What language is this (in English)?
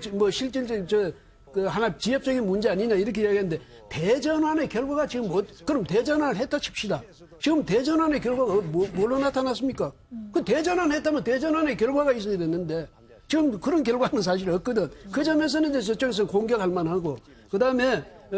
Korean